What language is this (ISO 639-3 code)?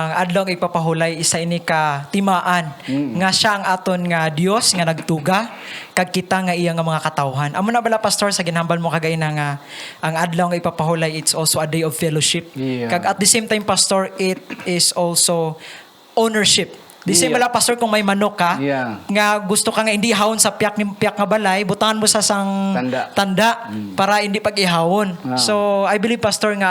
hil